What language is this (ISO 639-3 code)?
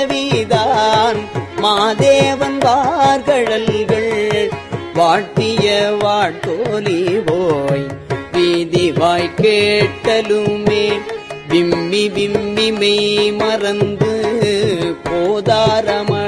tam